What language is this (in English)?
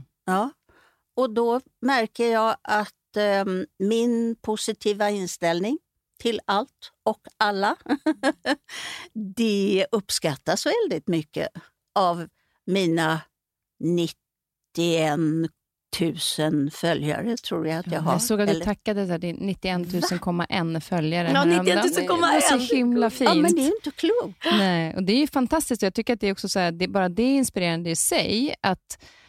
Swedish